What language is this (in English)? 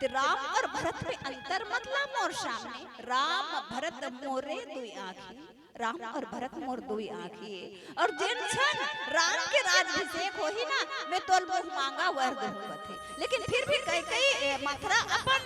Chhattisgarhi